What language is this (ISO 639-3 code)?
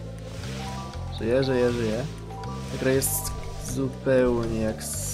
pol